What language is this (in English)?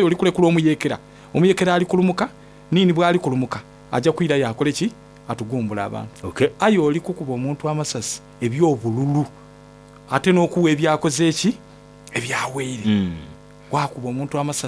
Soga